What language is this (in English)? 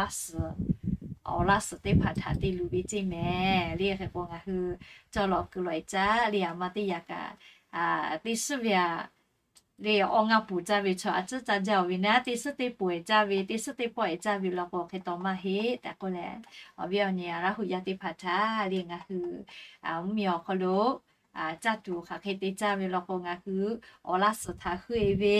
Lahu